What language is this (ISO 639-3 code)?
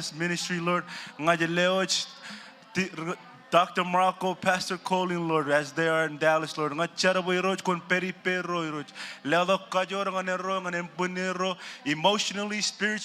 mah